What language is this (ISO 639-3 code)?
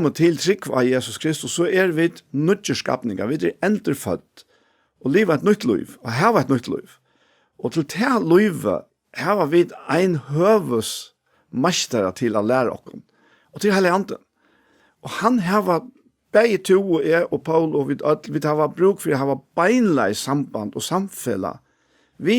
fao